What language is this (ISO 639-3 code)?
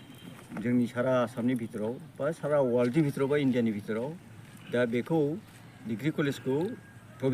brx